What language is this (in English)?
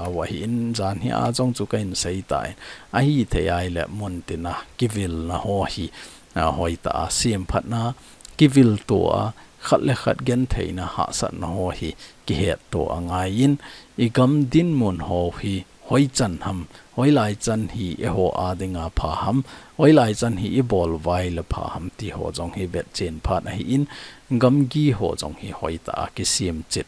Thado Chin